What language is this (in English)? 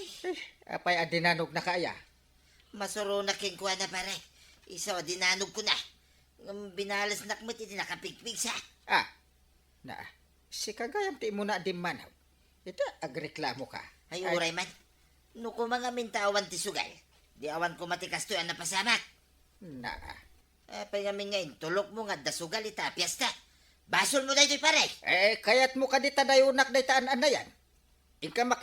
Iloko